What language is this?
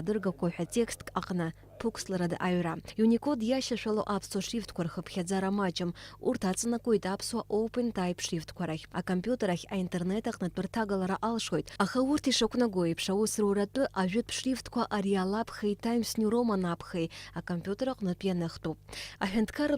Abkhazian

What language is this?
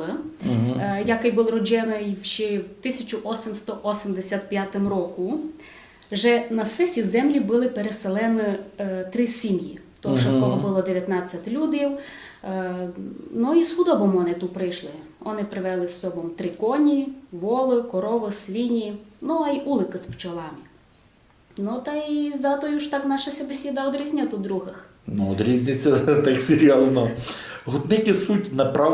Rusyn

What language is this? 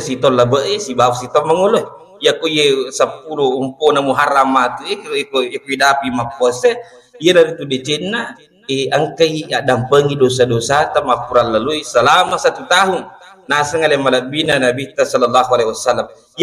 Buginese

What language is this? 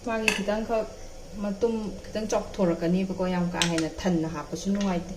Manipuri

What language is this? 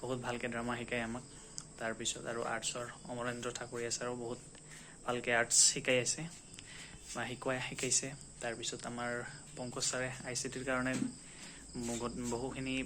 Assamese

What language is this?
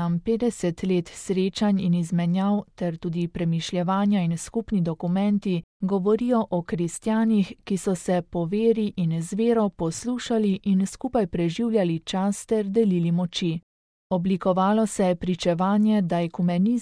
Slovenian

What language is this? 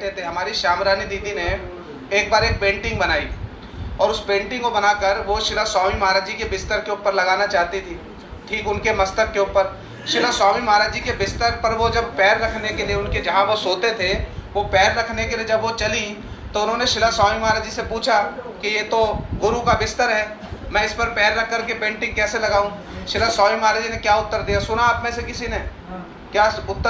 Hindi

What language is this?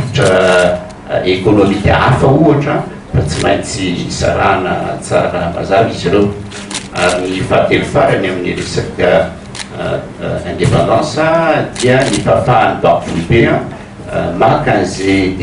Malagasy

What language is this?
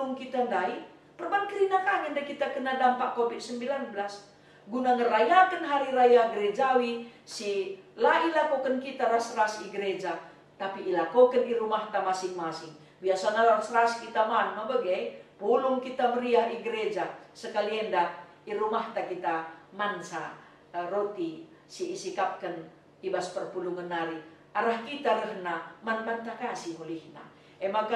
Batak Karo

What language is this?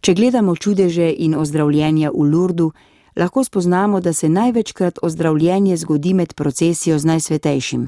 Slovenian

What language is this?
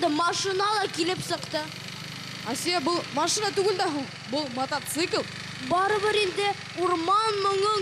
Bashkir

